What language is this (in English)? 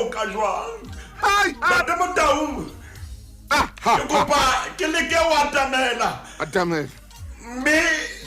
Southern Sotho